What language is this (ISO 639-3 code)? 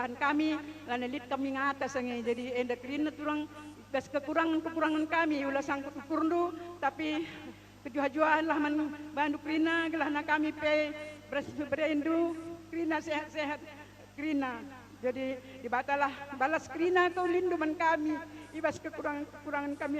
btx